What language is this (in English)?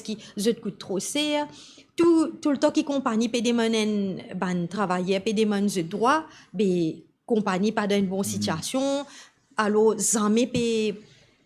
Morisyen